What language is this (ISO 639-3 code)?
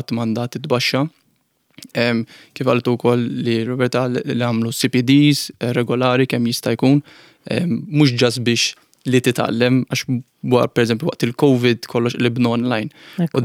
mlt